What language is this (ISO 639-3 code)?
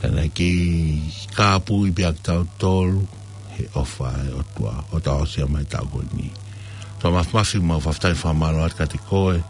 ton